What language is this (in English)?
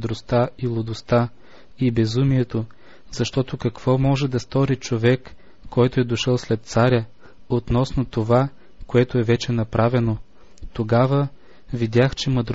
Bulgarian